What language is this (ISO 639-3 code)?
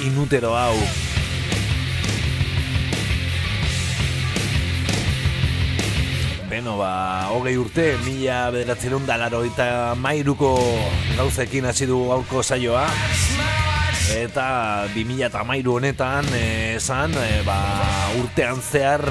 eus